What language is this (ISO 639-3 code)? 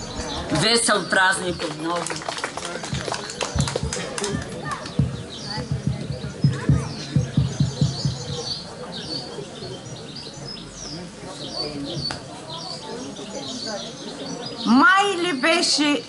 bul